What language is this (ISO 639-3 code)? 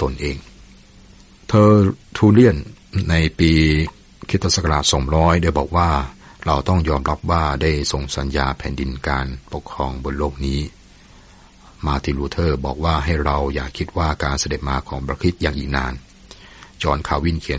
tha